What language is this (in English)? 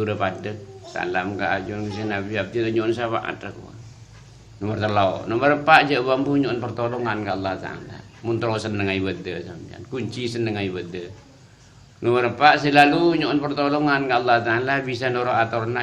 Madurese